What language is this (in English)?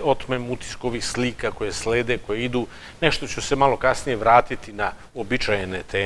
Serbian